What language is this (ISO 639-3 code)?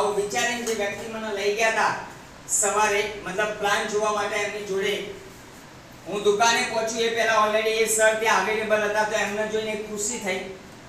guj